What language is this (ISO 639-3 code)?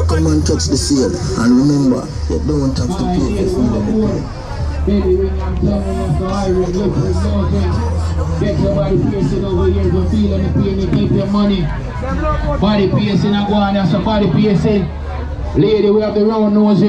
jam